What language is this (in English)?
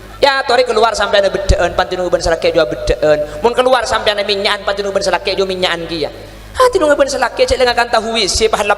Madurese